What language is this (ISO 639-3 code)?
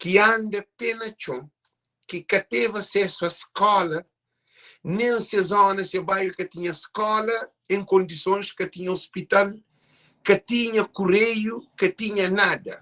kea